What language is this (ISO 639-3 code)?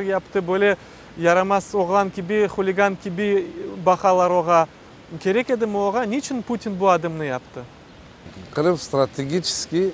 crh